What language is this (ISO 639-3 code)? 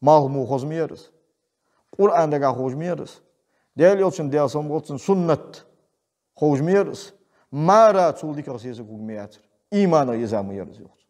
inh